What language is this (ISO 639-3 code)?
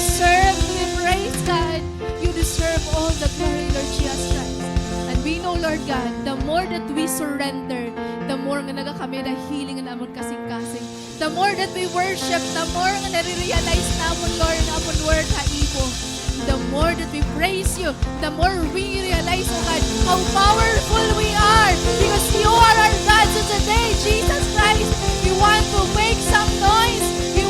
war